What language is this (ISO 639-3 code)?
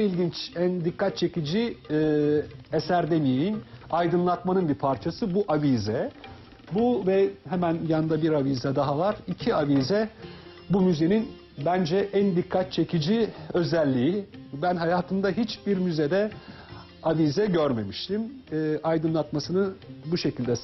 tur